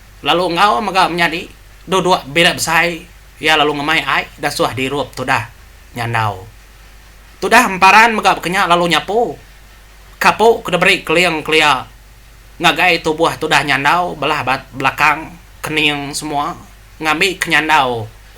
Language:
Iban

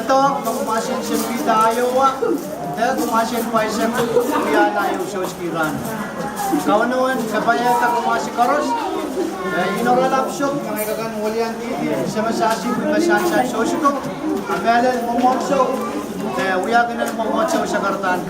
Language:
Pohnpeian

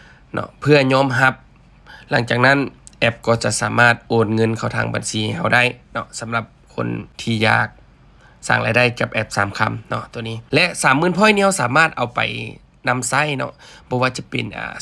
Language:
Lao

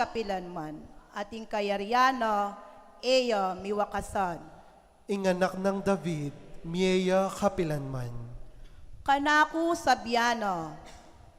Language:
Pampanga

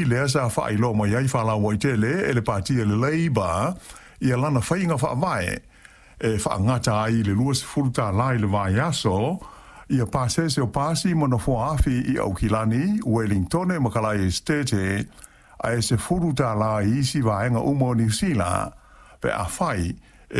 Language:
Samoan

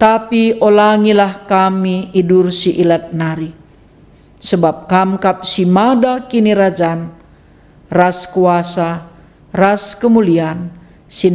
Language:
Batak Karo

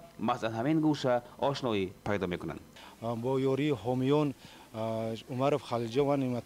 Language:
Tajik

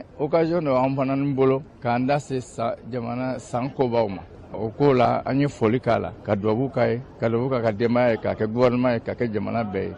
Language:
Bambara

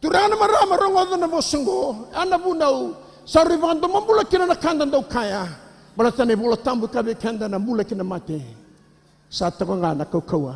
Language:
Fijian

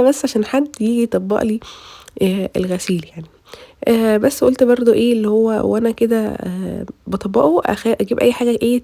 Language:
Egyptian Arabic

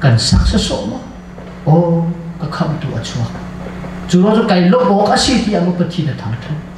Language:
Hakha Chin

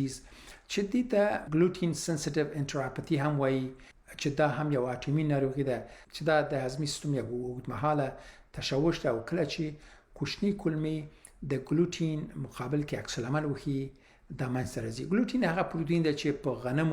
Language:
Pashto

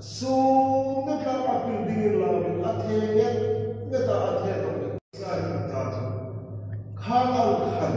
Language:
Hmar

